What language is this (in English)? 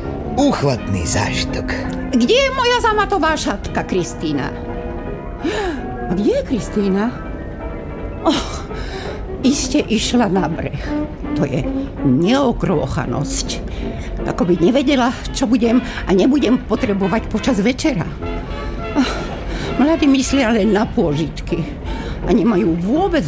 Slovak